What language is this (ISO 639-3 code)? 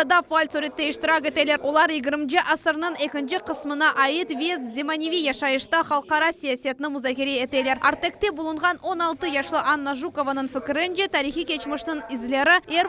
crh